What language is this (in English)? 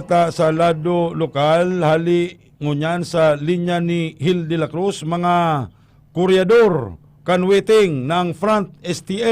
Bikol